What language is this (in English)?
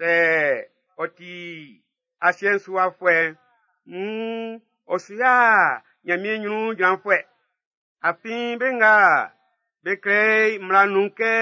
Baoulé